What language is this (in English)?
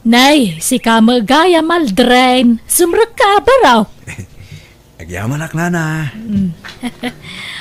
Iloko